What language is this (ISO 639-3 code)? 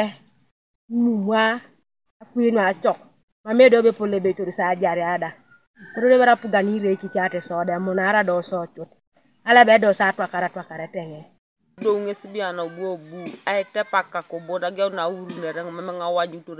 teo